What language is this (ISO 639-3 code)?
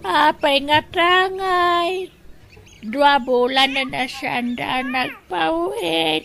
ilo